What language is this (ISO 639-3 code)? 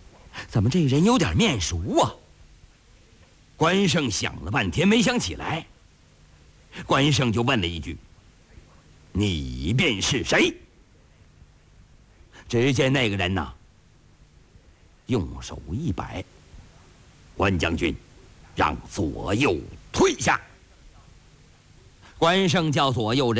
zho